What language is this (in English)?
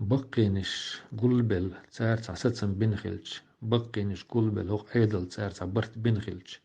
Chechen